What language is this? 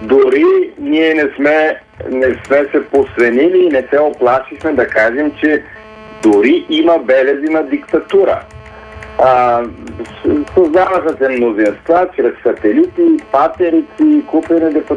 Bulgarian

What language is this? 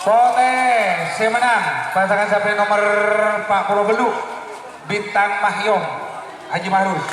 Madurese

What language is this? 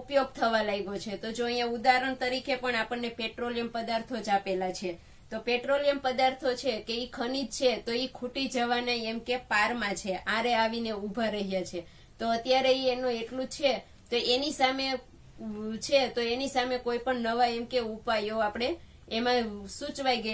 Gujarati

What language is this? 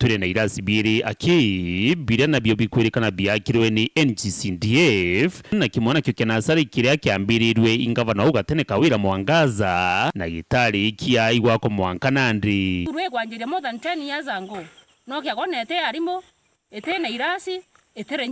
Meru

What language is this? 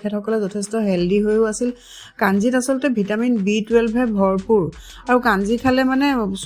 Assamese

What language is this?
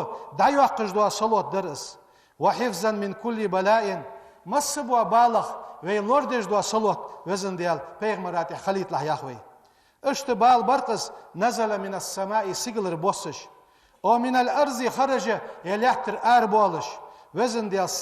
Ingush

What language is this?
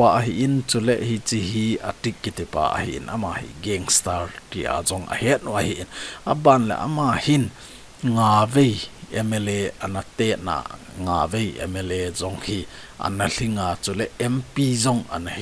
Thado Chin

